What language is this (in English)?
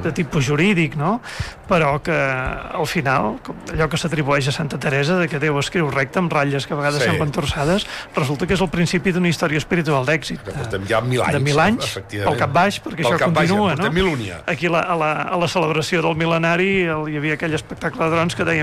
Catalan